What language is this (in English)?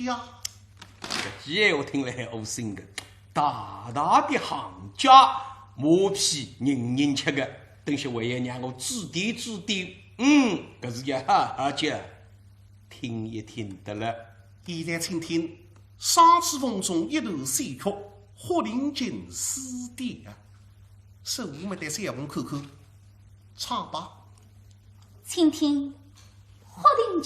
Wu Chinese